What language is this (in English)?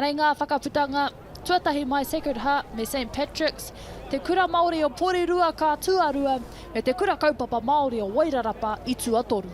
Māori